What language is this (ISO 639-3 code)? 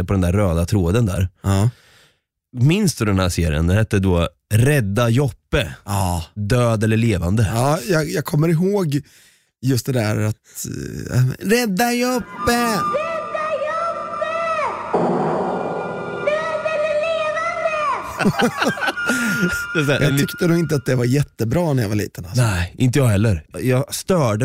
swe